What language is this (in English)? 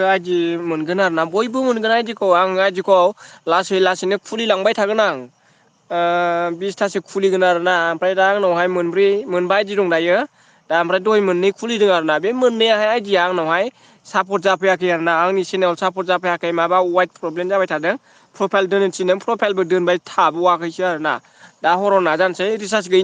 Bodo